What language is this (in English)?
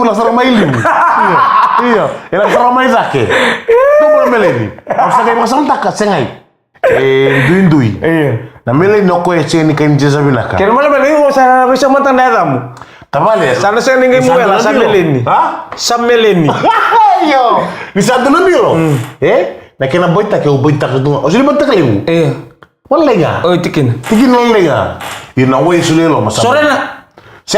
Fijian